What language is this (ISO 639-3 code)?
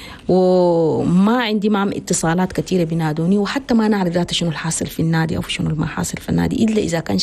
shu